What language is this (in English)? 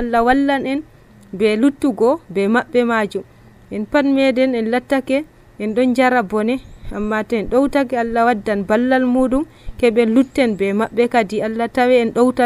Nigerian Fulfulde